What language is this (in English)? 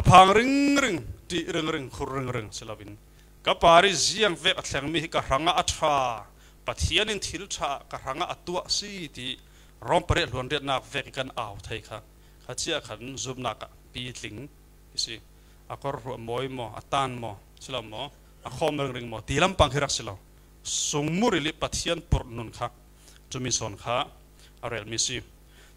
Falam Chin